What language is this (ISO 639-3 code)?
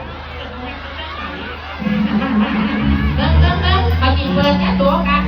lao